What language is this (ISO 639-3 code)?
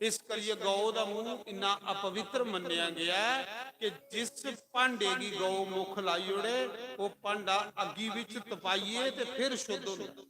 doi